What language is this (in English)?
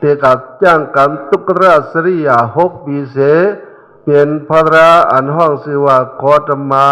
Shan